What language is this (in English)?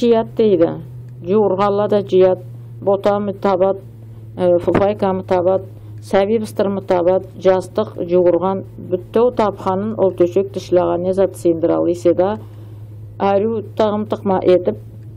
Karachay-Balkar